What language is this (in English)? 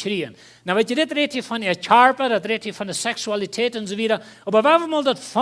Plautdietsch